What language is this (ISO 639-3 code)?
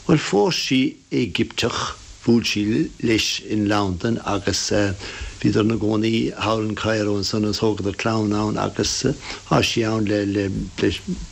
gle